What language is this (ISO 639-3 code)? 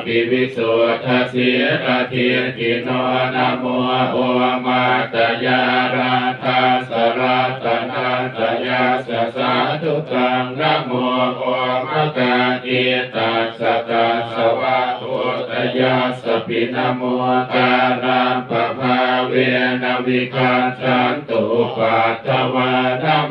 pli